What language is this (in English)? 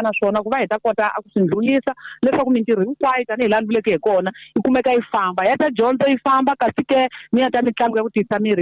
Tsonga